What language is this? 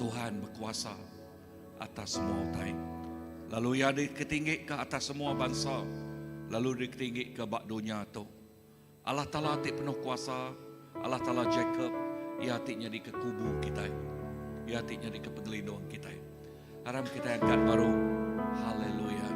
Iban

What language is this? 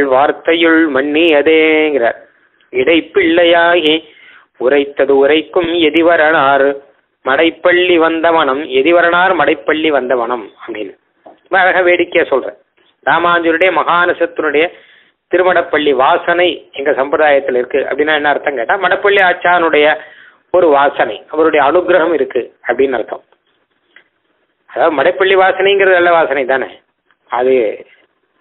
Tamil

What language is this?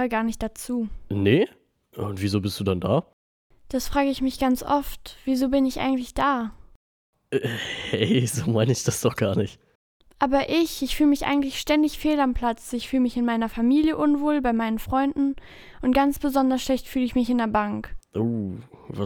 German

